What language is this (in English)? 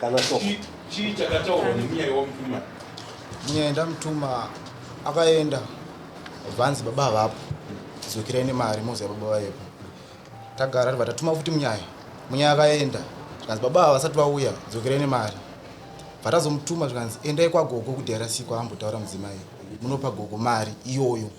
Shona